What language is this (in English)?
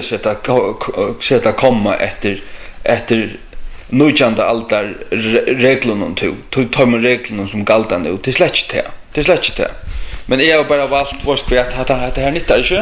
Faroese